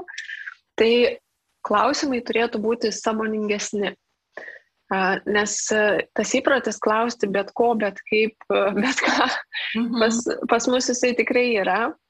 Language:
Lithuanian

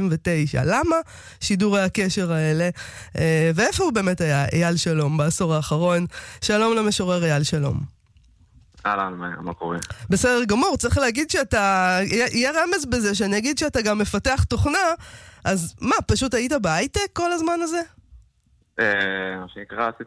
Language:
Hebrew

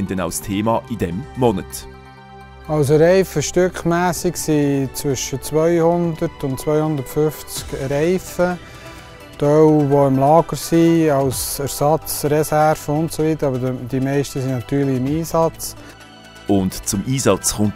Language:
Swiss German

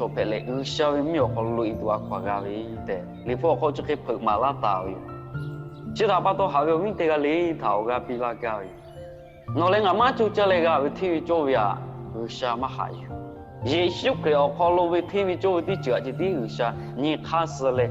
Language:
Lahu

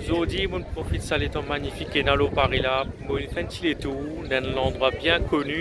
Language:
Morisyen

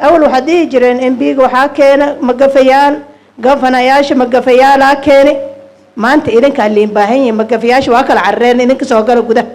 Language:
Somali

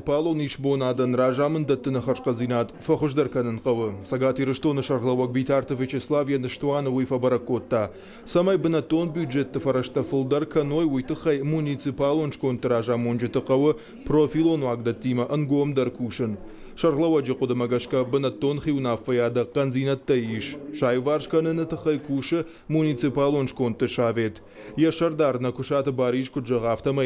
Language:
Ossetic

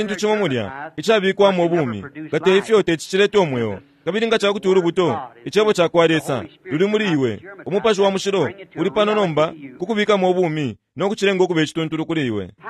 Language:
Bemba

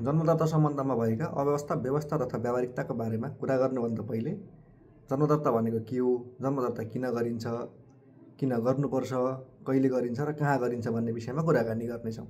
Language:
Nepali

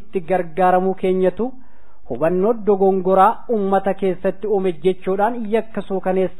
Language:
Oromo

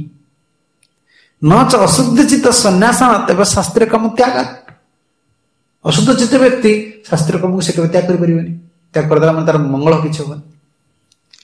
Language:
Odia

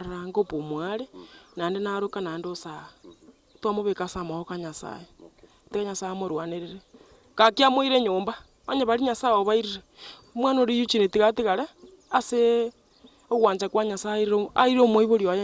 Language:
Gusii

